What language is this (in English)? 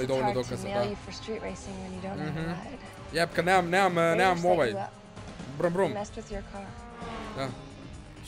Croatian